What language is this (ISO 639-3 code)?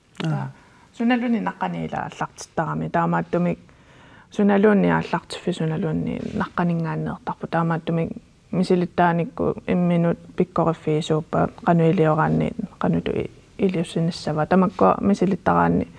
kal